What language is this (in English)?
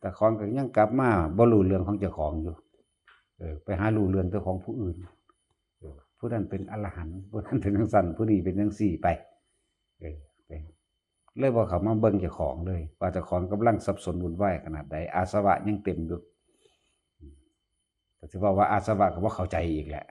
Northeastern Thai